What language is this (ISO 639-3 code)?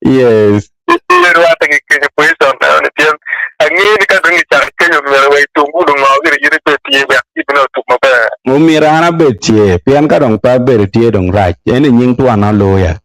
ach